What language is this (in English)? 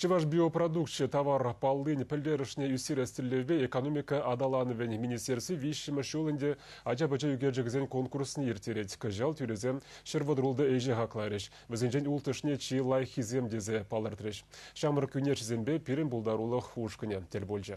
Chuvash